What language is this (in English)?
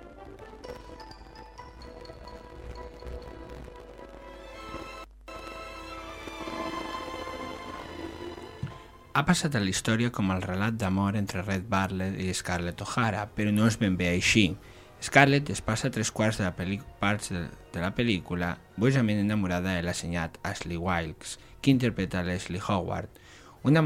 Catalan